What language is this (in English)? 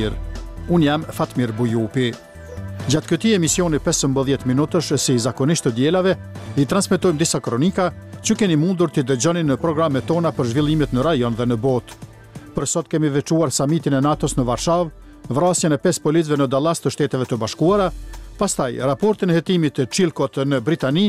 Albanian